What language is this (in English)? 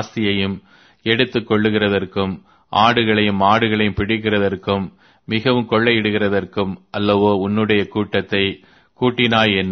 Tamil